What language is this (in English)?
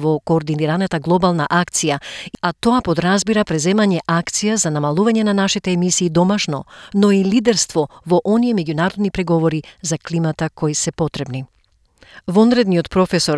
Macedonian